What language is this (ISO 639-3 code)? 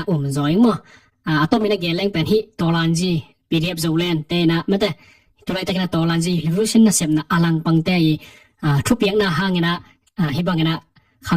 ctd